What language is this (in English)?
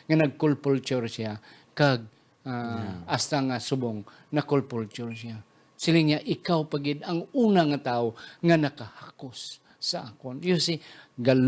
Hiligaynon